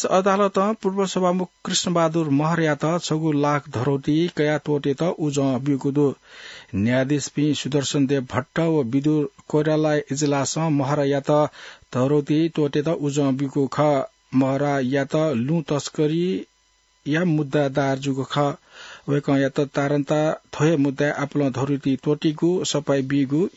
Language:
Newari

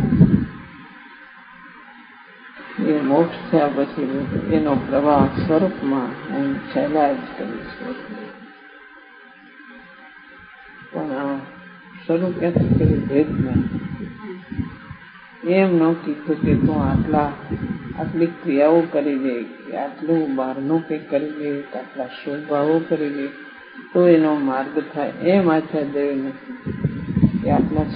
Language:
Gujarati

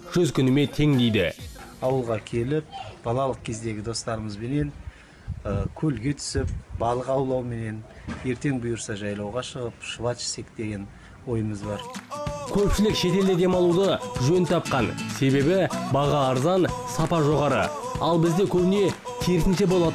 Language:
Kazakh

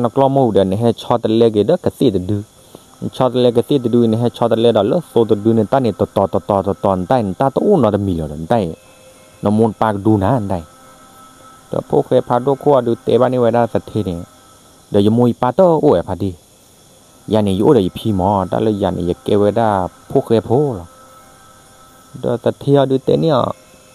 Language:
S'gaw Karen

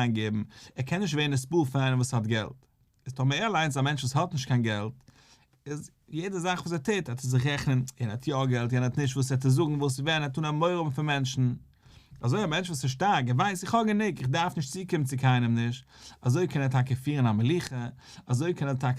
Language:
Yiddish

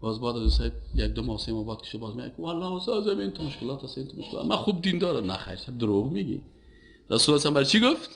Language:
Persian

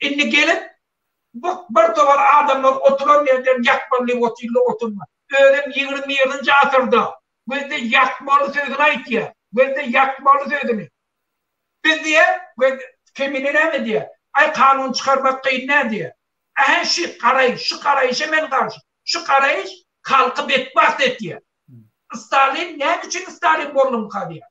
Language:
Turkmen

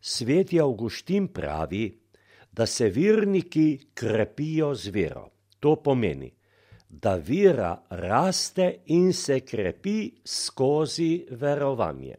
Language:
Slovenian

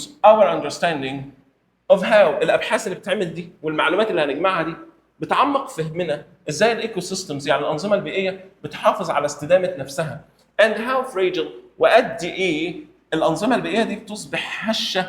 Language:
Egyptian Arabic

